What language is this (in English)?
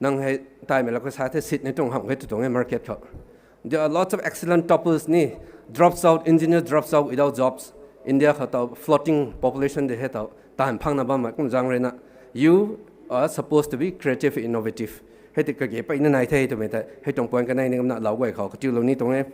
Rongmei Naga